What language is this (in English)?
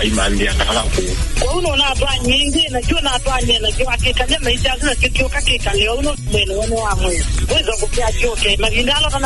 Kamba